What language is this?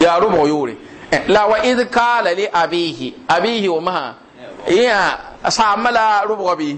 Mossi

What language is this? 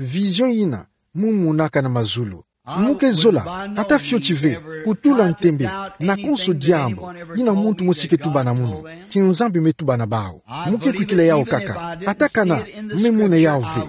Kituba (Democratic Republic of Congo)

